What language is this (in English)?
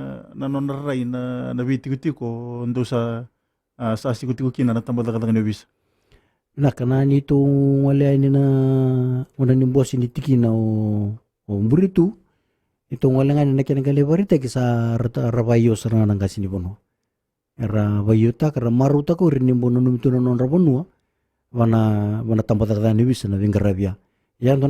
Fijian